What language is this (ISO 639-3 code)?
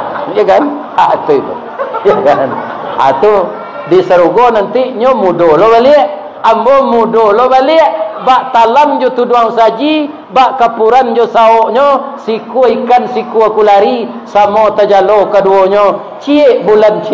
min